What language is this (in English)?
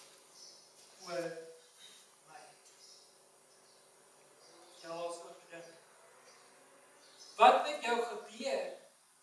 Afrikaans